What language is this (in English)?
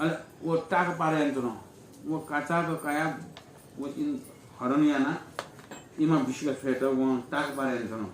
Newari